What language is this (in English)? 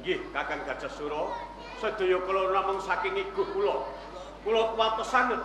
Javanese